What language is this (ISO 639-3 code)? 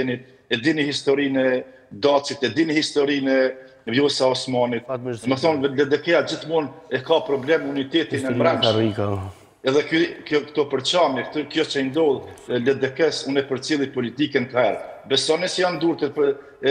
sqi